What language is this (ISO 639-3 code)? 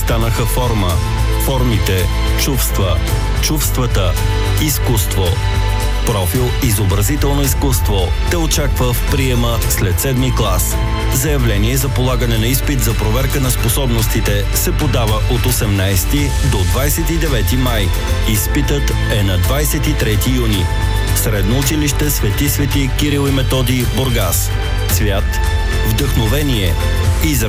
bul